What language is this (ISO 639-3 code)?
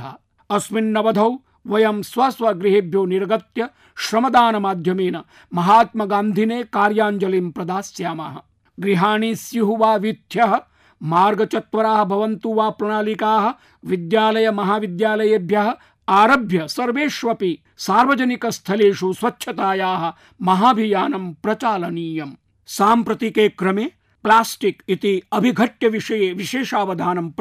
san